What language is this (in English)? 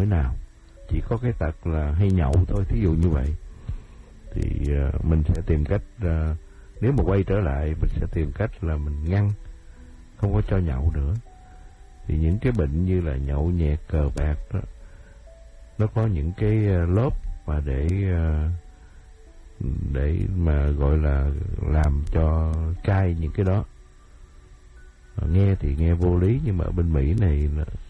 Vietnamese